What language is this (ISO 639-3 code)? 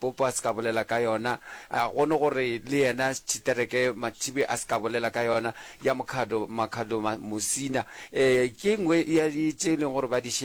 nso